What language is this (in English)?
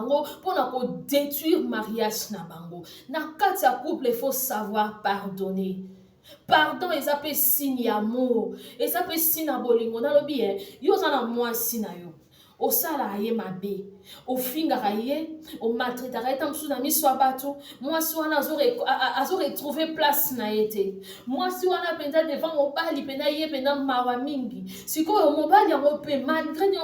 Lingala